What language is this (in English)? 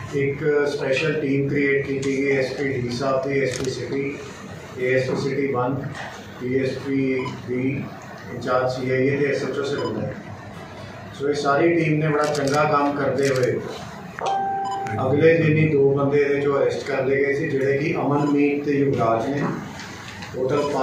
Punjabi